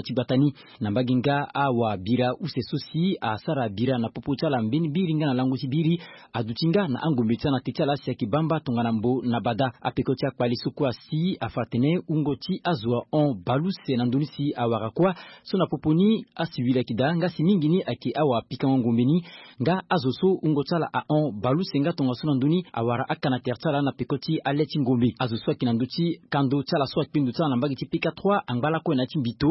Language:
Sango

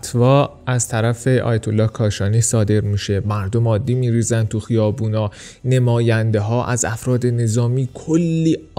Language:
Persian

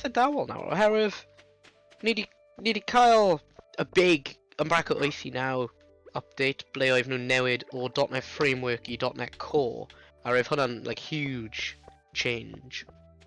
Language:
Welsh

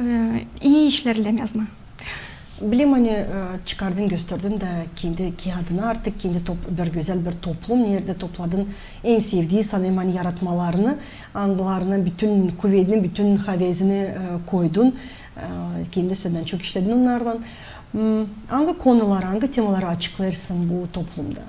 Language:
Gagauz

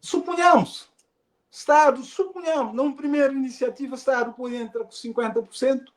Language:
Kabuverdianu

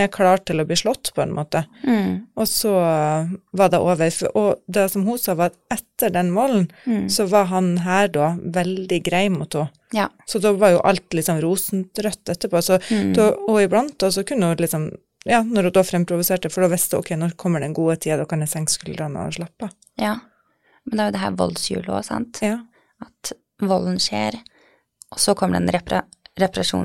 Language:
Norwegian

